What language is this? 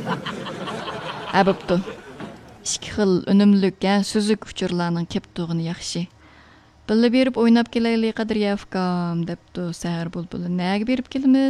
Uyghur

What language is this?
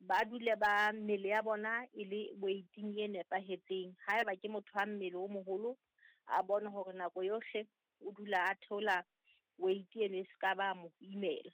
Southern Sotho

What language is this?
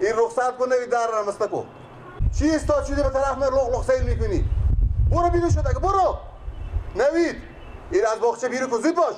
Persian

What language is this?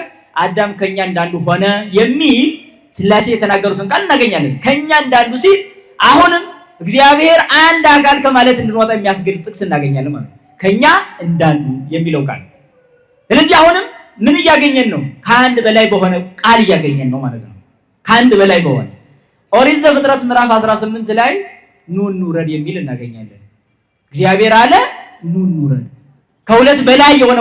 Amharic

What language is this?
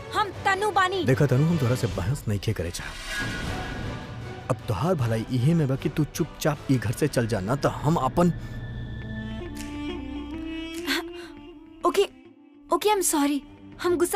Bhojpuri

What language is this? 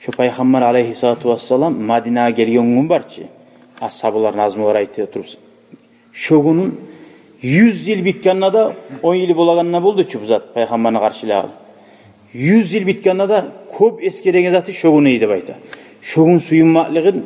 Kumyk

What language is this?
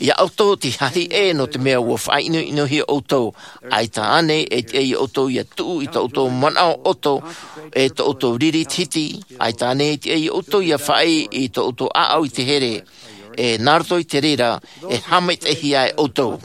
Tahitian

